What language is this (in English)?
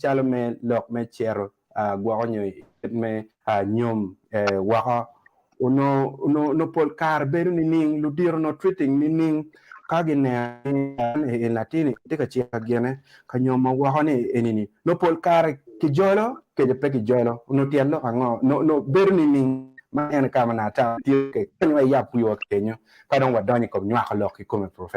Acoli